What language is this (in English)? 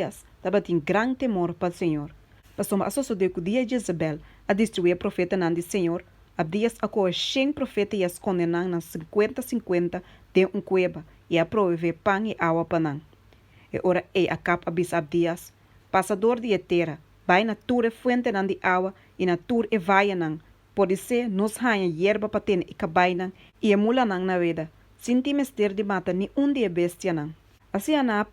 Papiamento